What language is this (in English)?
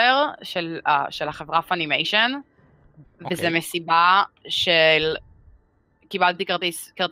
Hebrew